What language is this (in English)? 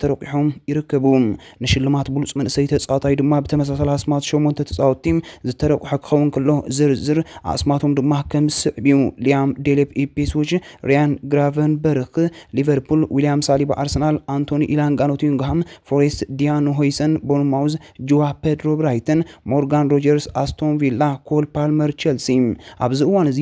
Tigrinya